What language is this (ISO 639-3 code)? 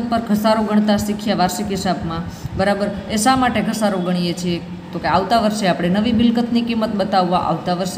guj